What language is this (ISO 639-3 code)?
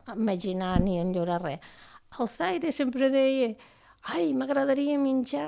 cat